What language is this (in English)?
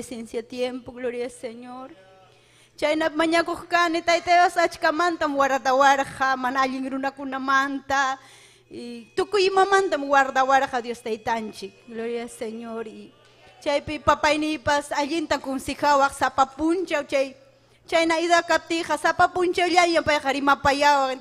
Ayacucho Quechua